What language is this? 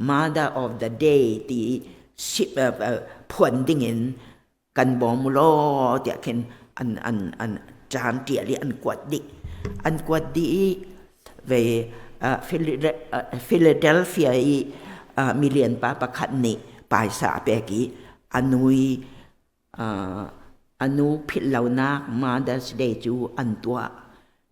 Hakha Chin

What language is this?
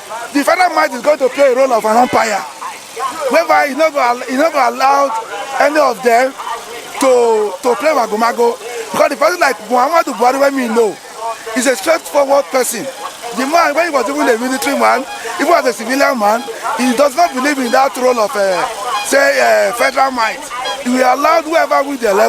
Nigerian Pidgin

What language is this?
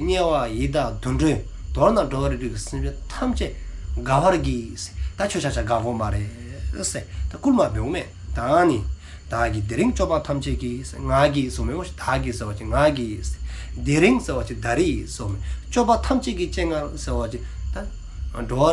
Dzongkha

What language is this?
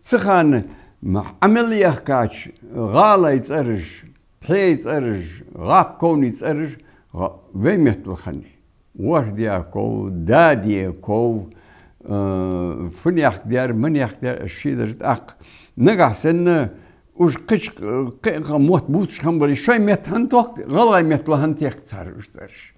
Ingush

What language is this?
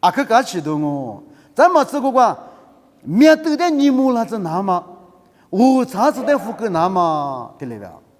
Lisu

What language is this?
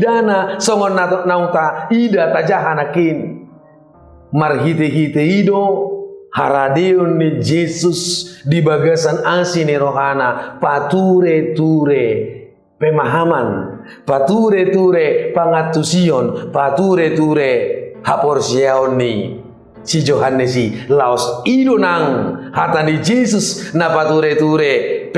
Batak Toba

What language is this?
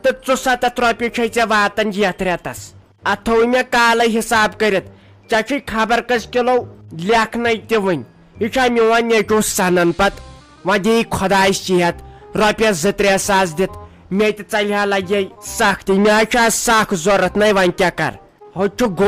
Kashmiri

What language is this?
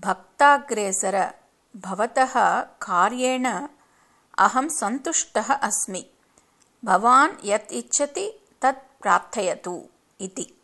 Sanskrit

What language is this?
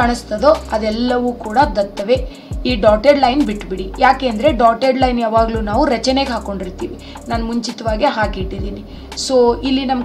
Kannada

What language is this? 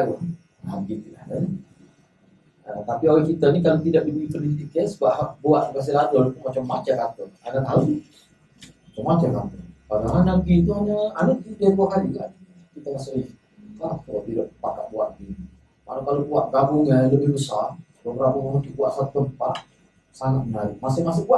Malay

